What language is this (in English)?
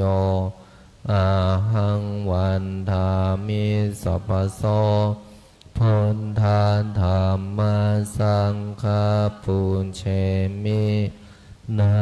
Pali